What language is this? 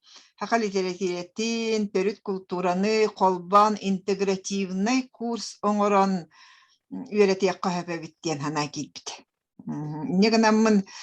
Yakut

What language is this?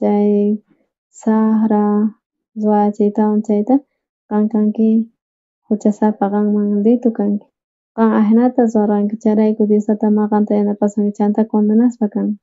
South Bolivian Quechua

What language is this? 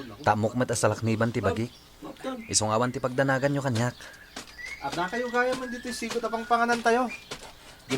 Iloko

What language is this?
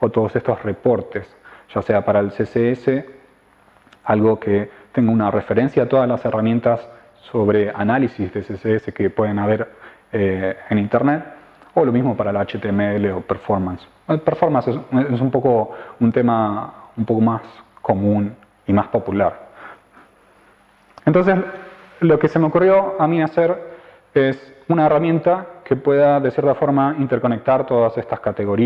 Spanish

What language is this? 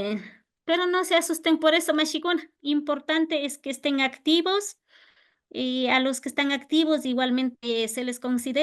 Imbabura Highland Quichua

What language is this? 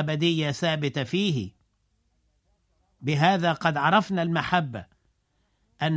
Arabic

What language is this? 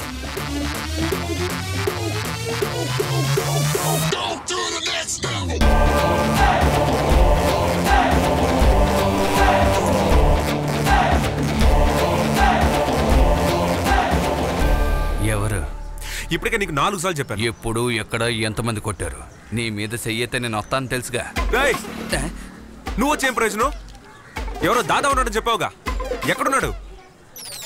Telugu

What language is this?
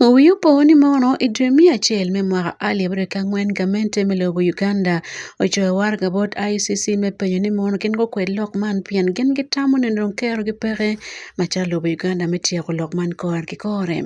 Acoli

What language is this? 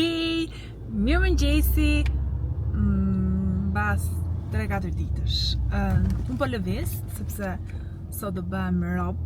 Albanian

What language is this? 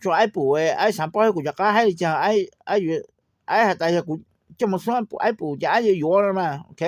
Hmong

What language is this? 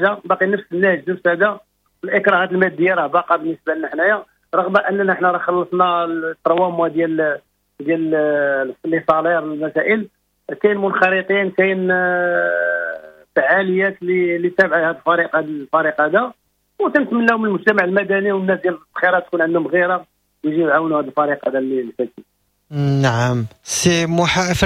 Moroccan Arabic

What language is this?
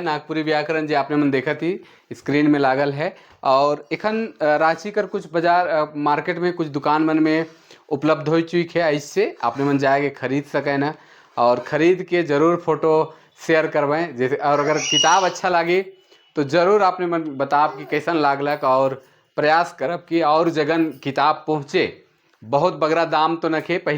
Sadri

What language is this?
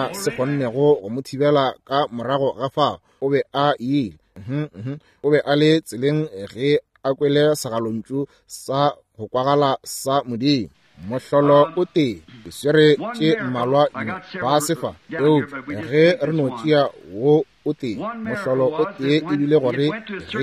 Northern Sotho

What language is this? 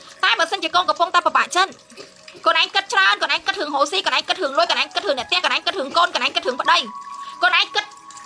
Khmer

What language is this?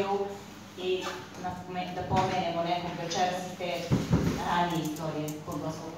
Serbian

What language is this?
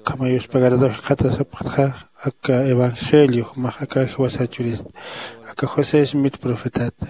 Aymara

